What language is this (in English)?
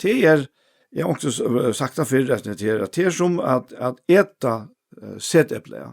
Faroese